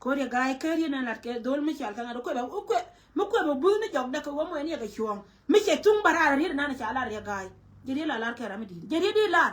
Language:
Nuer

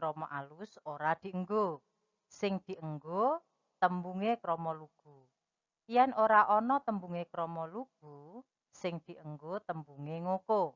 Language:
Javanese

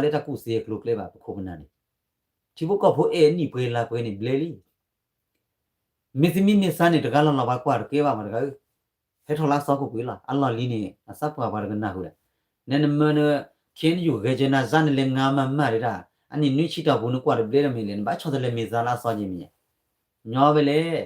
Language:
S'gaw Karen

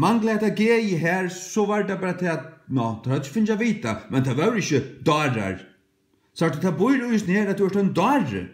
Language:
Faroese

